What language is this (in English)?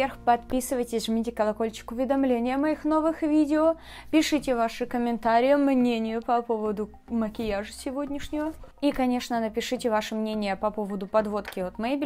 Russian